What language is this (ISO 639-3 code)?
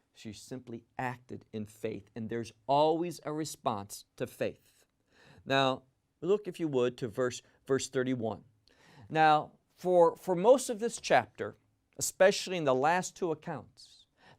eng